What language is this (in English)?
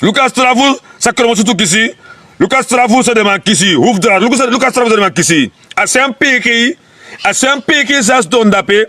Sranan Tongo